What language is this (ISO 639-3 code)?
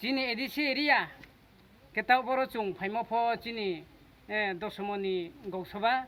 trp